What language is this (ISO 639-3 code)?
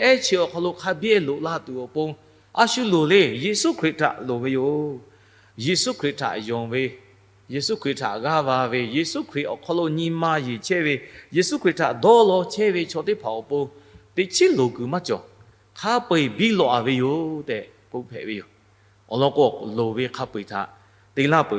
lhu